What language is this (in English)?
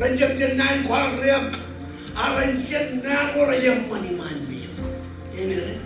Marshallese